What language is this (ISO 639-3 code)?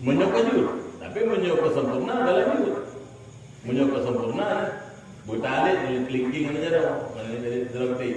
ace